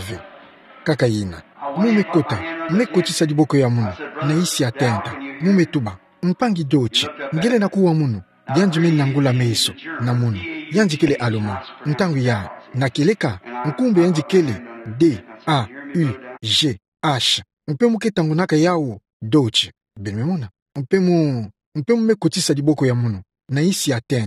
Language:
Kituba (Democratic Republic of Congo)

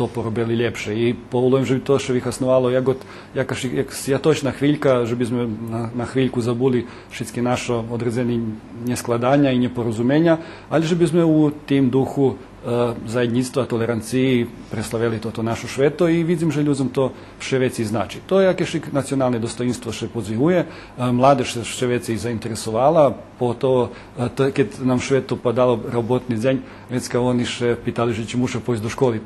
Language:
Rusyn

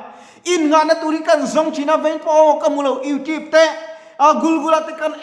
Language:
Mizo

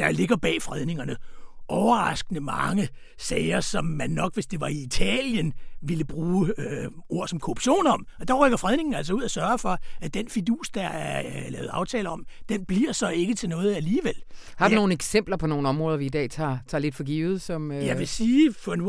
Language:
Danish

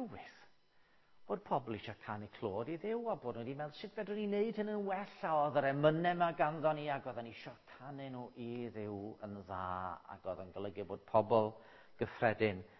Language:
Welsh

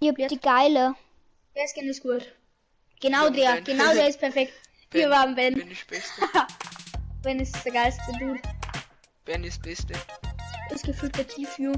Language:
Bavarian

